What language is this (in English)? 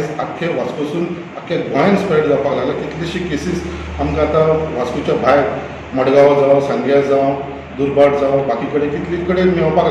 Konkani